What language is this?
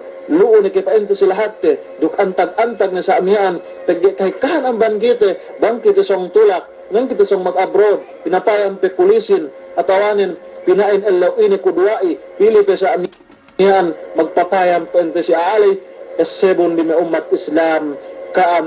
Yakan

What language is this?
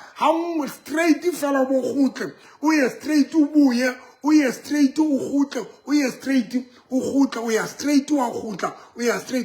Southern Sotho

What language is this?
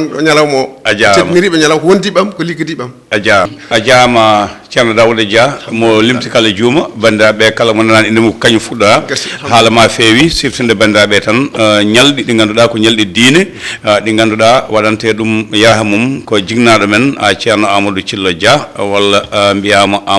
Fula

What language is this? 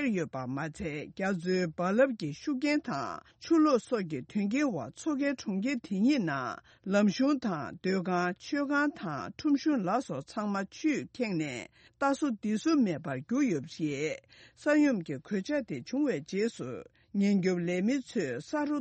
Tibetan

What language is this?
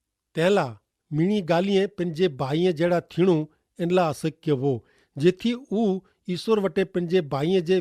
Kachhi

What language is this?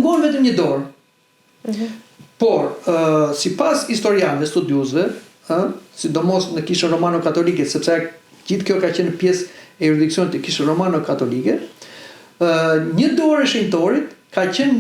Albanian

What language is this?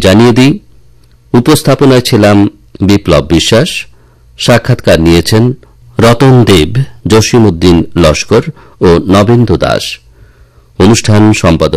Bangla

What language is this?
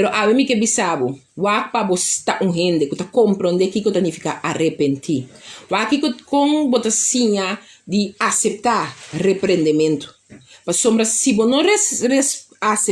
Papiamento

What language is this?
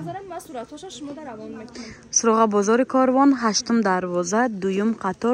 Tajik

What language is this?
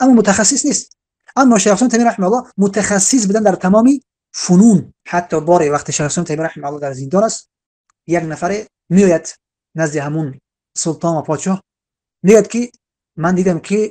Tajik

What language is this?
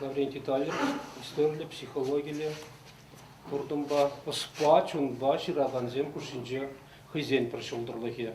Chuvash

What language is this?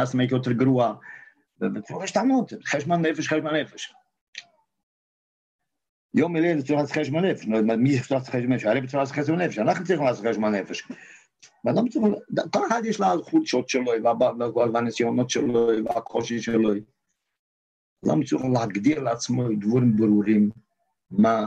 Hebrew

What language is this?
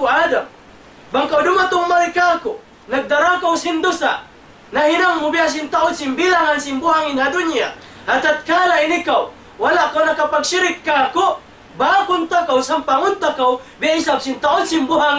Tausug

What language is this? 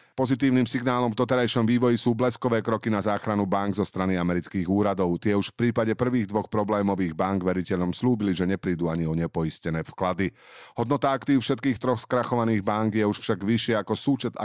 Slovak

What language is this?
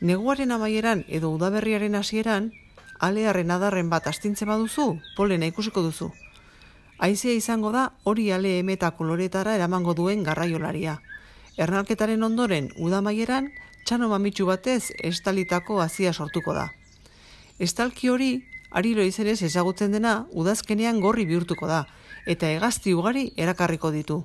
Basque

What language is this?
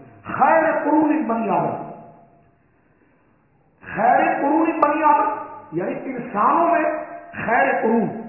Urdu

